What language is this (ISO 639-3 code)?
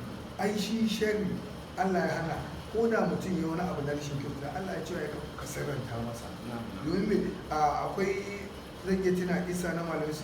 hau